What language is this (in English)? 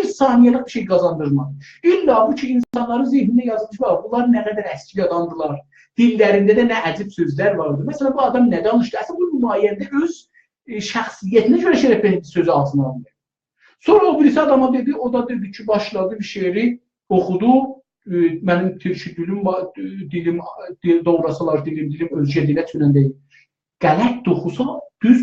South Azerbaijani